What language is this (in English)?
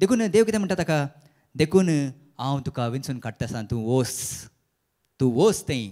Konkani